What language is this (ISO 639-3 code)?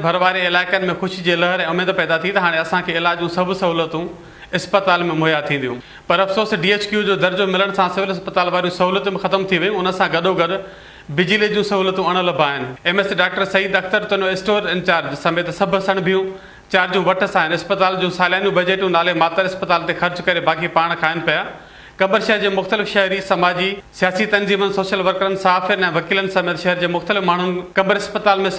snd